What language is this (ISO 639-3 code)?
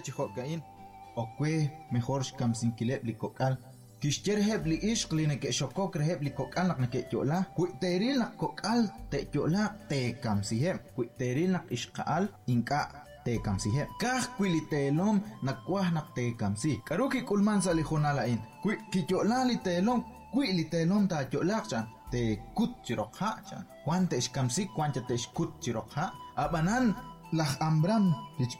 kek